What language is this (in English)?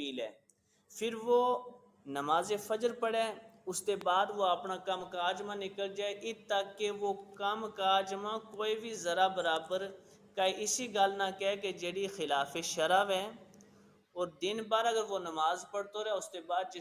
Gujari